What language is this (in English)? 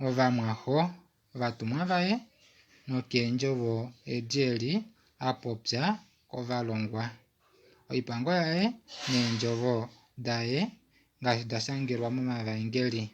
Kuanyama